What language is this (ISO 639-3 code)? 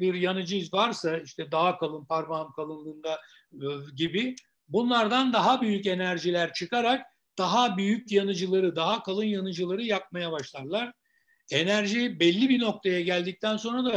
tur